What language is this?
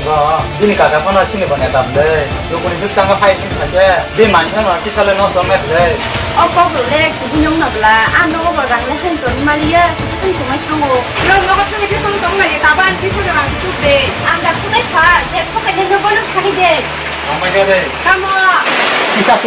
Kok Borok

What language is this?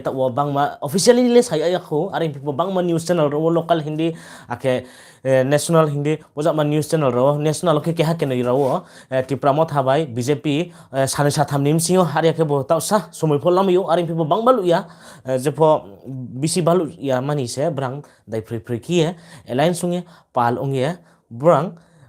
Riang (India)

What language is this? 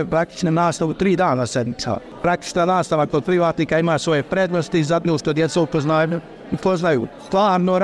Bosnian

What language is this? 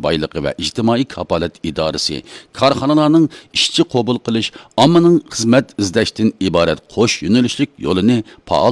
Uyghur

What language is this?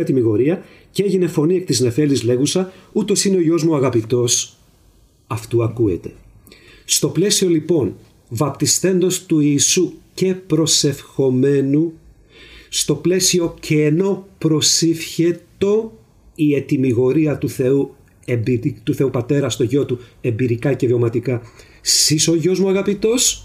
Greek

